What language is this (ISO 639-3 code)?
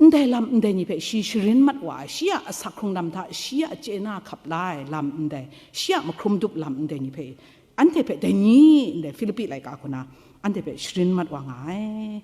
kac